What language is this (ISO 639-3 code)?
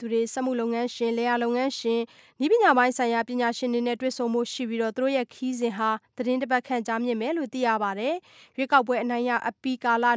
mya